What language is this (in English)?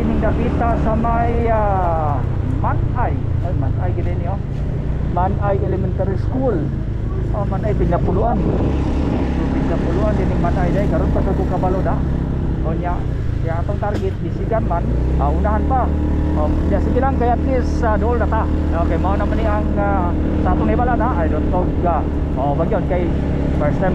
Cebuano